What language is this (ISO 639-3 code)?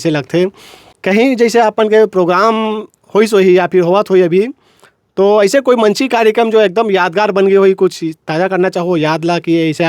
hne